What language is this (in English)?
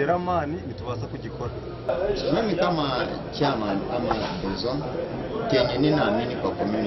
Nyankole